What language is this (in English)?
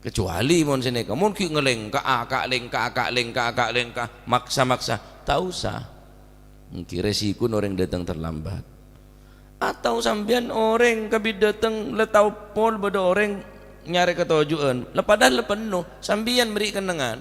Madurese